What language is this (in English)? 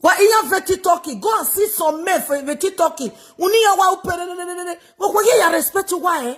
Nigerian Pidgin